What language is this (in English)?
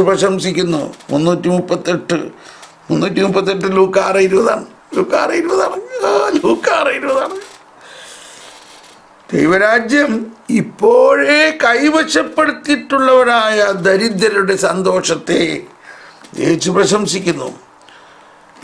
Malayalam